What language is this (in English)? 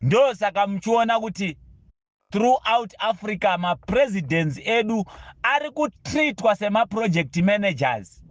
Shona